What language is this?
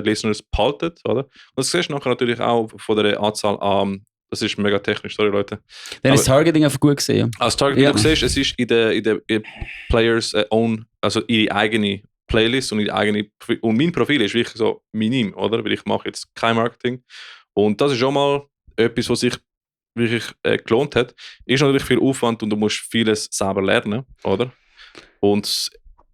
Swiss German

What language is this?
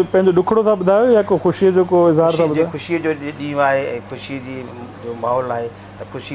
Sindhi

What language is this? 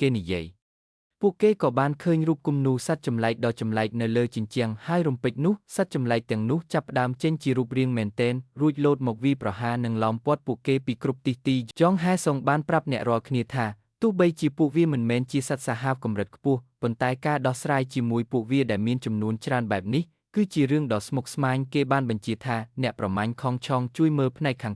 Khmer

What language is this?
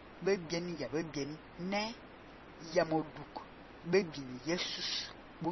Fang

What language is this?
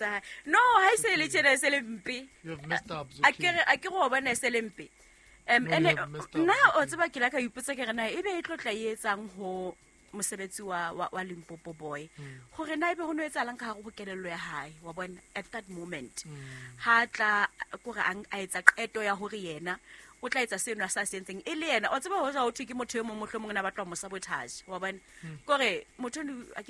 Southern Sotho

